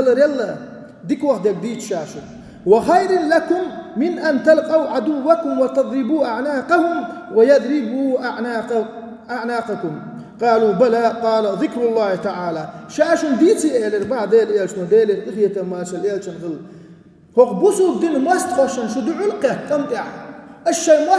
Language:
Chechen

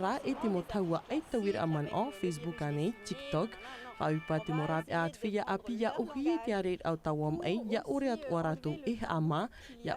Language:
Tahitian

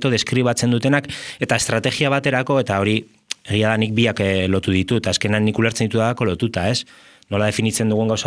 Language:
Basque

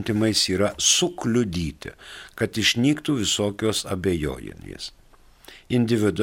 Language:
Lithuanian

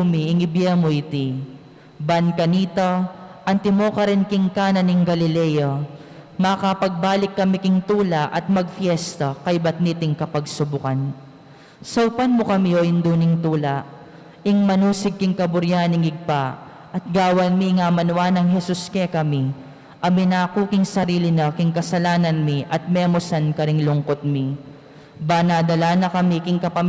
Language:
Pampanga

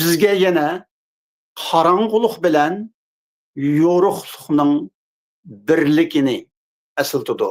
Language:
Uyghur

